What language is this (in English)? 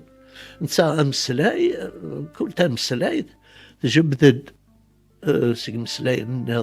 Kabyle